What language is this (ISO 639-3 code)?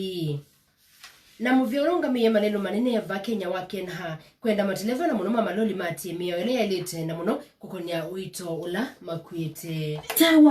kam